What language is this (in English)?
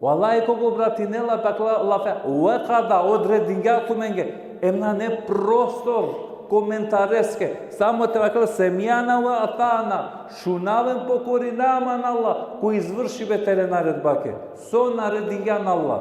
Balkan Romani